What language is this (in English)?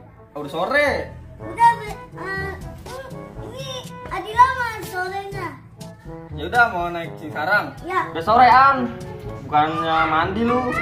Betawi